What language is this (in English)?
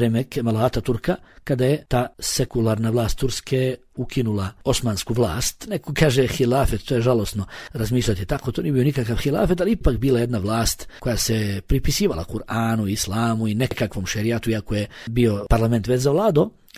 Bosnian